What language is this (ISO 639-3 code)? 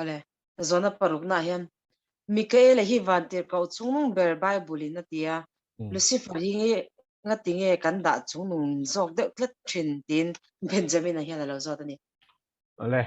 lus